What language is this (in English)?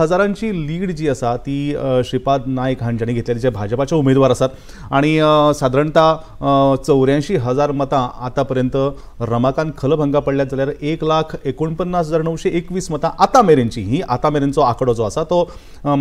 Konkani